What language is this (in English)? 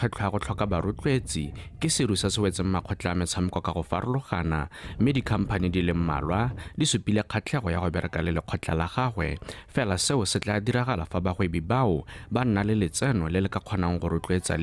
Tswana